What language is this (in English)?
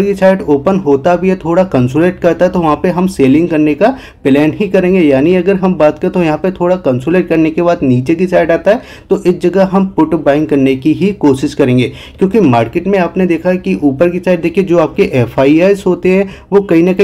Hindi